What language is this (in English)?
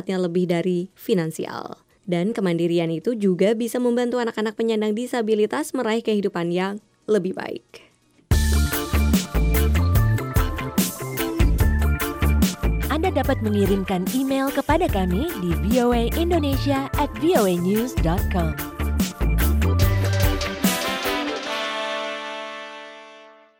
Indonesian